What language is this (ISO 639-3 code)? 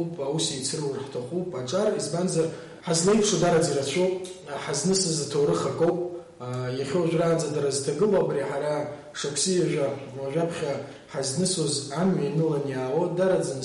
abk